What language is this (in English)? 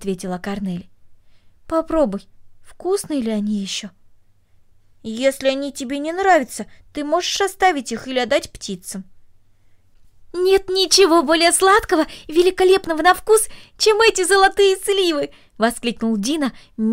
Russian